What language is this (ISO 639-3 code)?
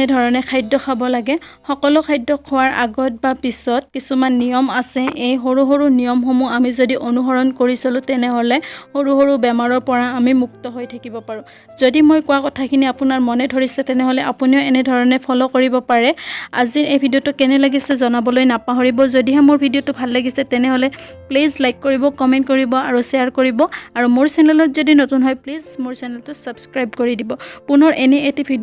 asm